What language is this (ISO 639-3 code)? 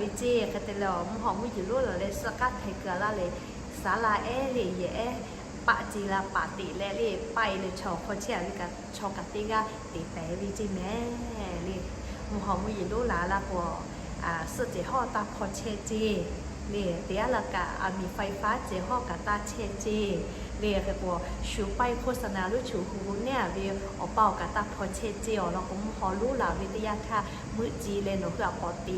lhu